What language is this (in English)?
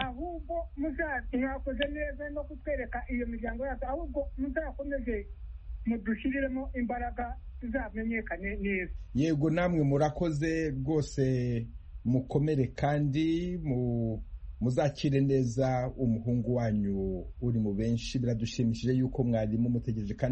Kinyarwanda